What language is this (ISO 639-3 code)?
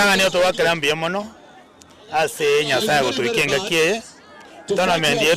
guz